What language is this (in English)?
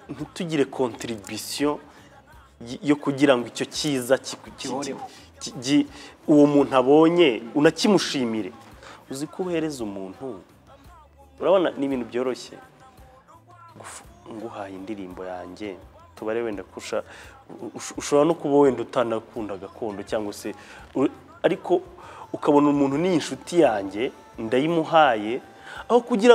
Kinyarwanda